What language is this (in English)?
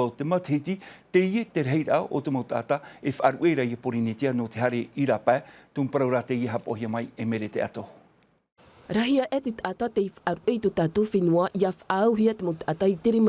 Tahitian